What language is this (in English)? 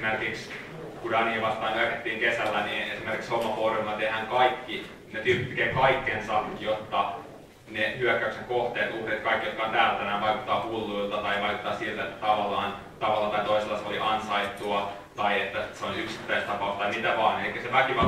Finnish